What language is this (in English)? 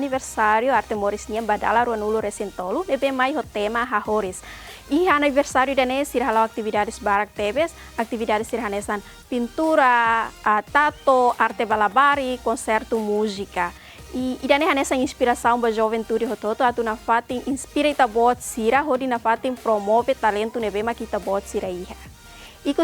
Tetum